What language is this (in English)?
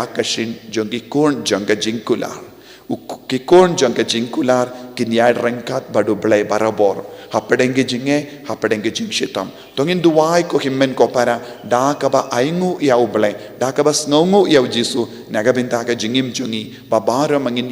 Khasi